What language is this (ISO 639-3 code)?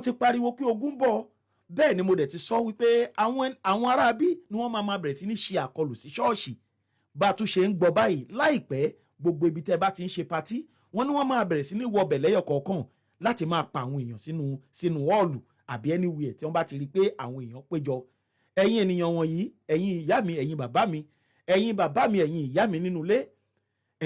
yor